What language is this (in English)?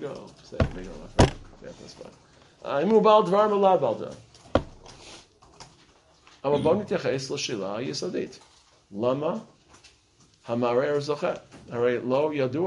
Hebrew